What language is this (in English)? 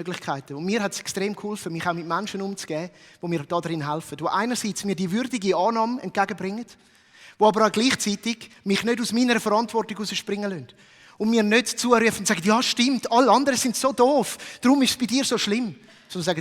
Swiss German